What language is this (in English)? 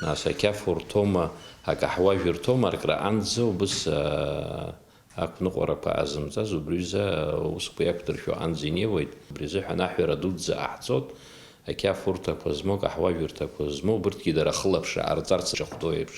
Abkhazian